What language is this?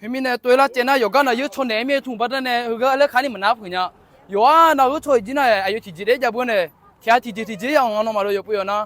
Akha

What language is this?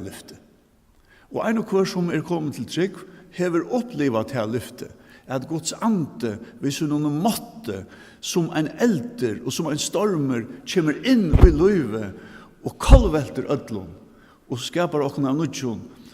Faroese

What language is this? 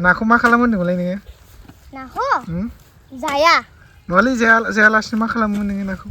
Bodo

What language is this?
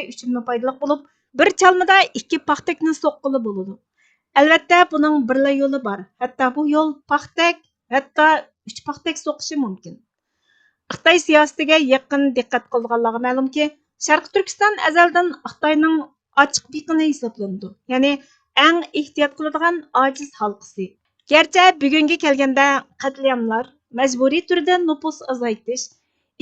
Uyghur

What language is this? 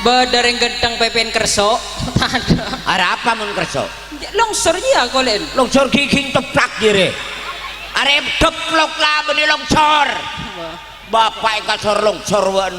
Madurese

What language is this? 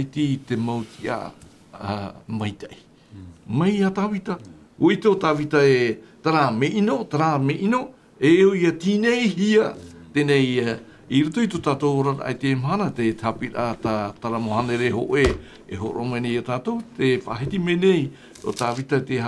Tahitian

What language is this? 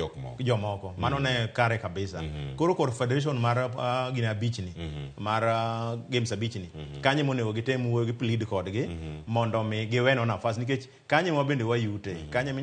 Luo (Kenya and Tanzania)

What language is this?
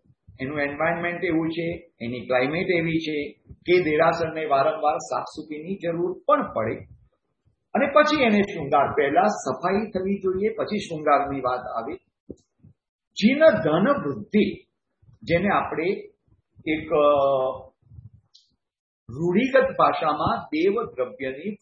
Gujarati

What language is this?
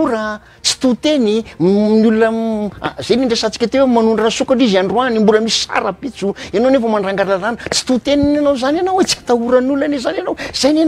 Malagasy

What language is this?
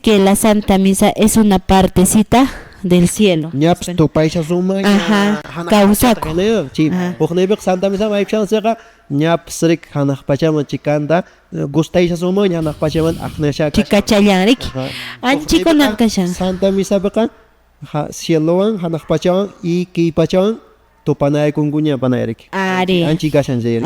Quechua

